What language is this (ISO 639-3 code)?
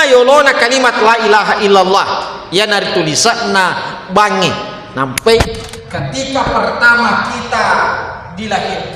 bug